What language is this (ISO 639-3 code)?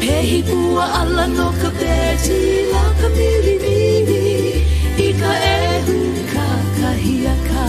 haw